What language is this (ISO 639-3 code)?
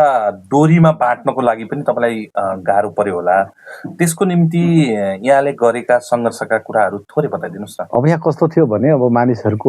nep